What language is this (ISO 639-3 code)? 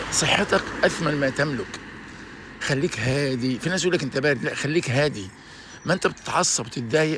arz